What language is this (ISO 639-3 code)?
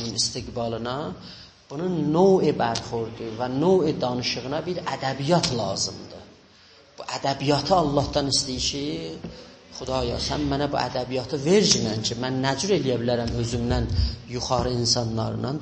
azb